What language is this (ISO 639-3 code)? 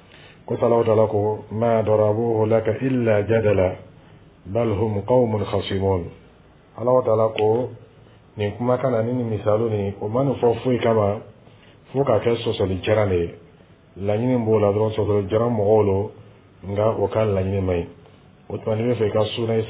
dyu